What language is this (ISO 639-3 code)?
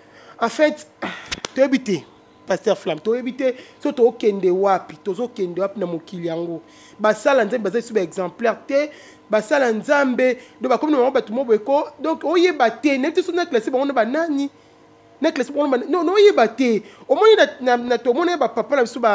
lin